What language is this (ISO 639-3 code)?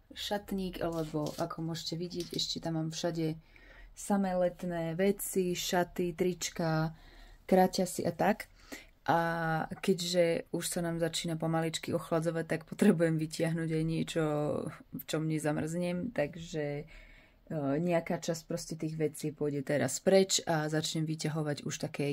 slk